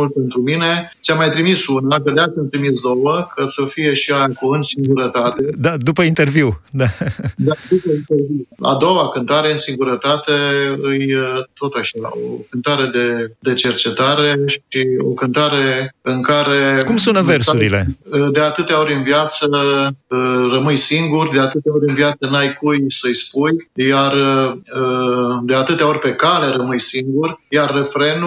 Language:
Romanian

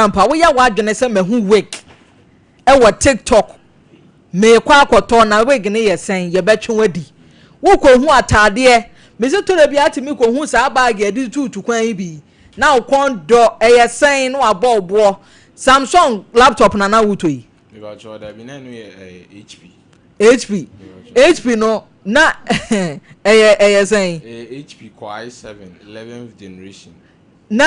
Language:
Akan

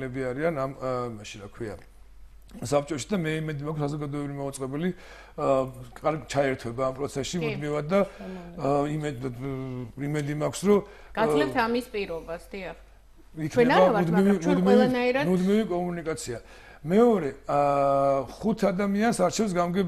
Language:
Georgian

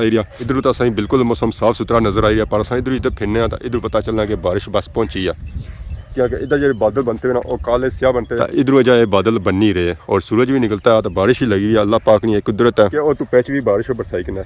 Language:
Pahari-Potwari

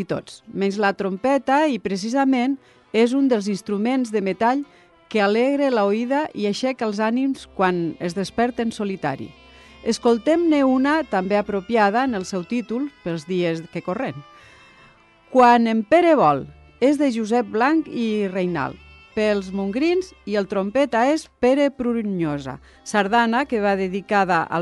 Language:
Catalan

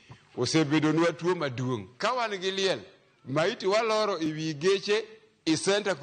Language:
Luo (Kenya and Tanzania)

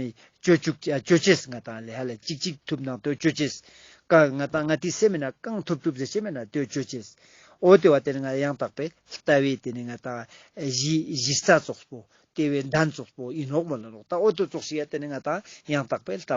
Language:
Ladakhi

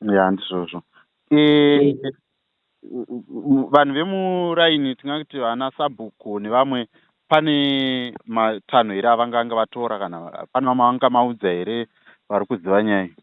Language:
Shona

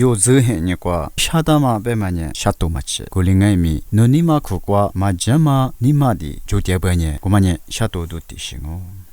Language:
Lisu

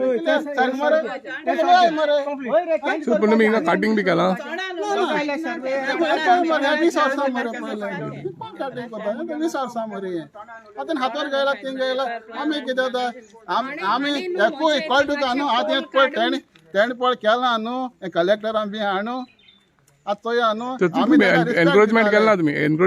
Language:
Konkani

